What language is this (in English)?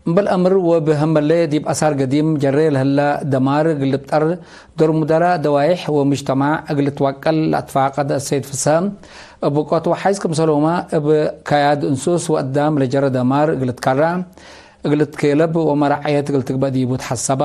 Tigre